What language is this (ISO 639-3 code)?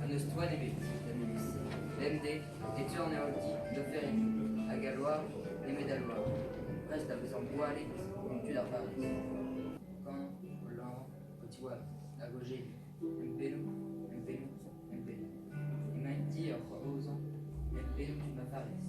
bre